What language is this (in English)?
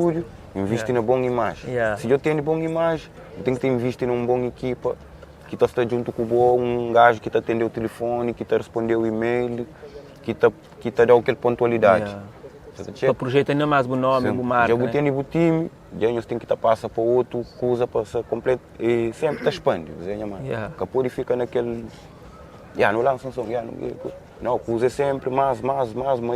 Kabuverdianu